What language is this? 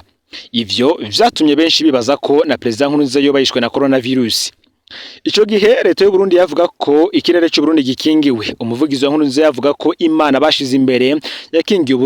Rundi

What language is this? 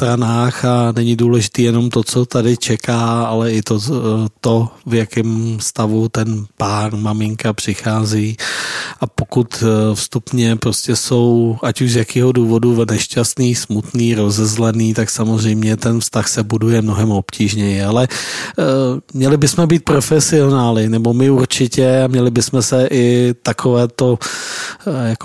Czech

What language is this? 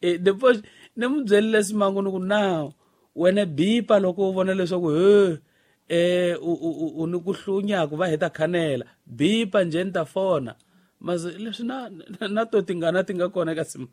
Tsonga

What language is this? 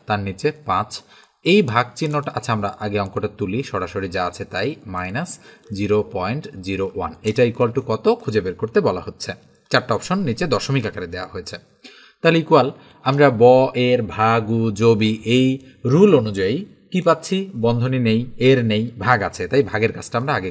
Bangla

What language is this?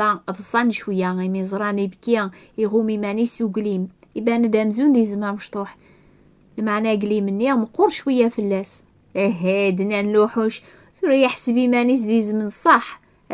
Kabyle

